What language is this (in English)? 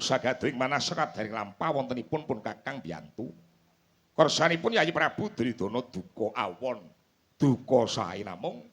Javanese